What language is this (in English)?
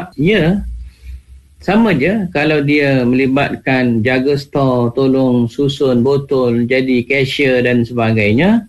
Malay